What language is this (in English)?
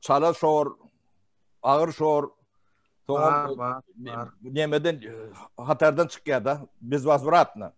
Turkmen